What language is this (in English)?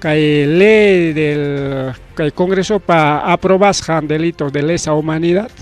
Ayacucho Quechua